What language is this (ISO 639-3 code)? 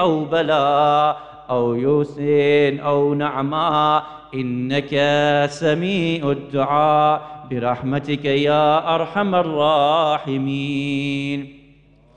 ara